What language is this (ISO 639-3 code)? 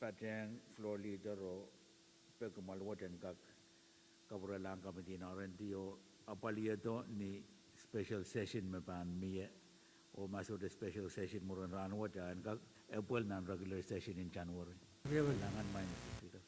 pon